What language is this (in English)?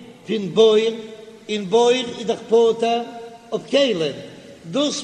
Yiddish